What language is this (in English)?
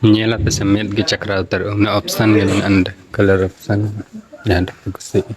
Santali